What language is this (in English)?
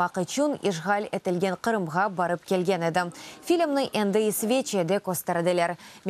Crimean Tatar